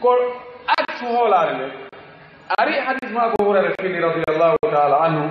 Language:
Fula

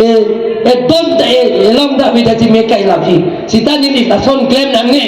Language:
Karbi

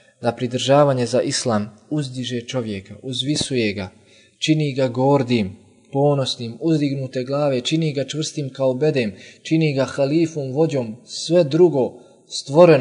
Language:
Bosnian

